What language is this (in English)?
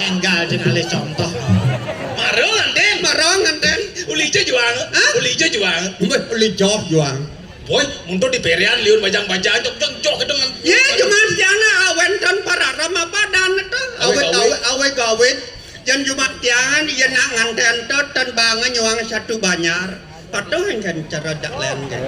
Balinese